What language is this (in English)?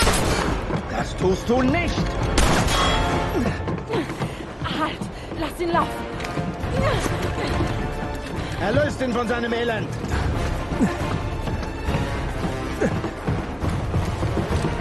German